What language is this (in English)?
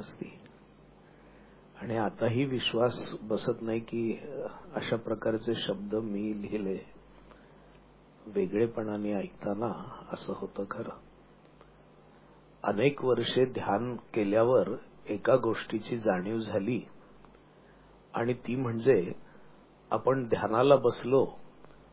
Marathi